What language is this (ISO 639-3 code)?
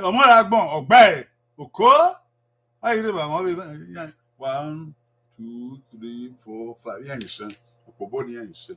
bin